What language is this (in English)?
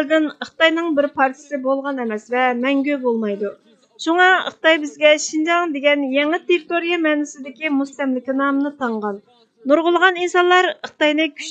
Uyghur